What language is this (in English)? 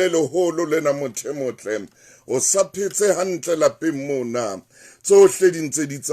Southern Sotho